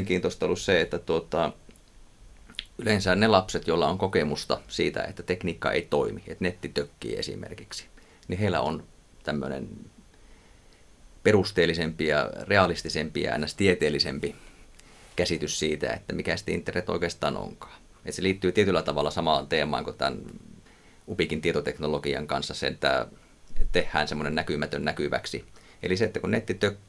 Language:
Finnish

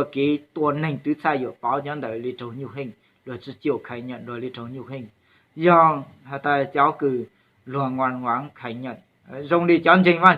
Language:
Hmong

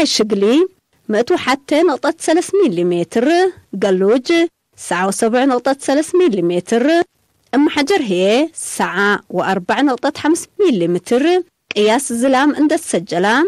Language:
Tigre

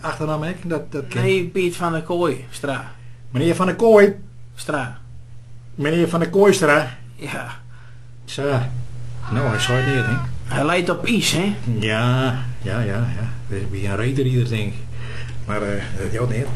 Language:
Western Frisian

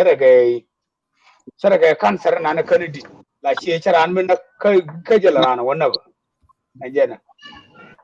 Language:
Nuer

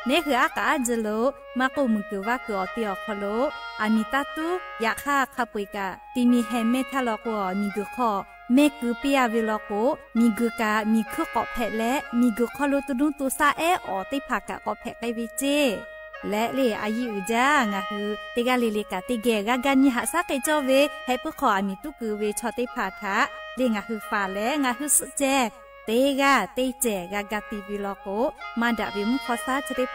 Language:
Lahu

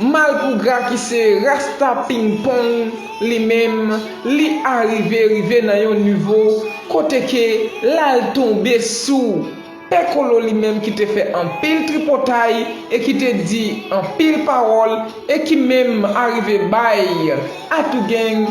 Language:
Haitian Creole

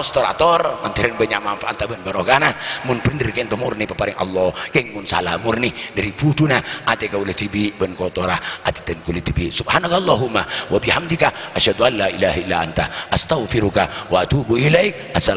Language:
Madurese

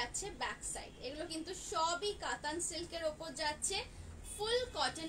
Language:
Bangla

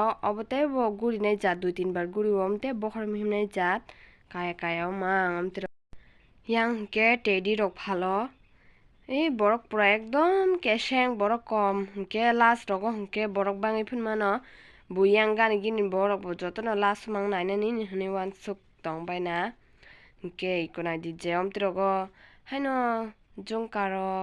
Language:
Kok Borok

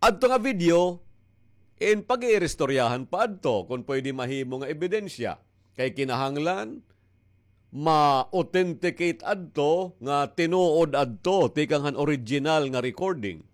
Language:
Waray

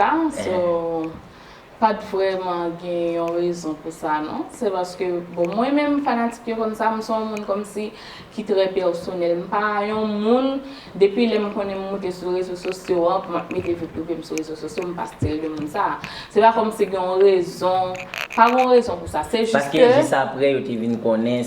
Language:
Haitian Creole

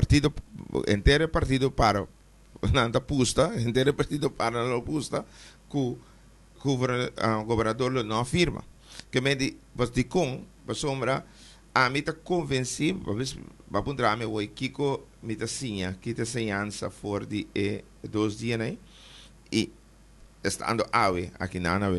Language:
Papiamento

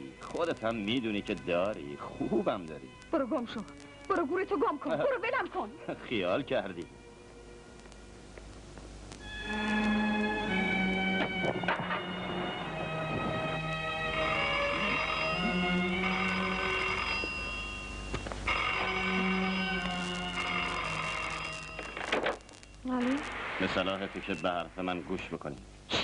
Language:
Persian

